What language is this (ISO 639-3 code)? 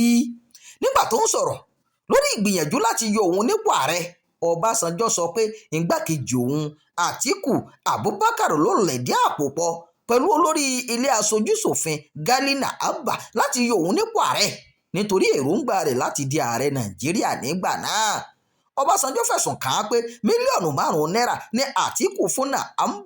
yor